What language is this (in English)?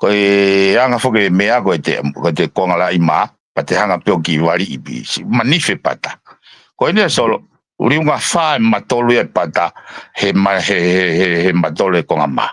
Tongan